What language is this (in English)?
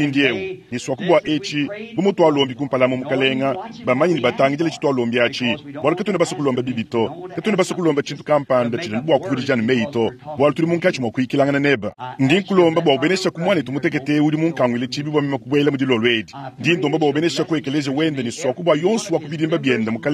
Luba-Lulua